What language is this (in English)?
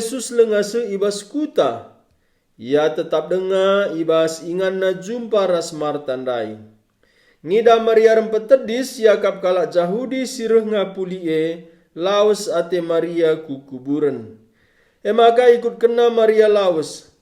Batak Karo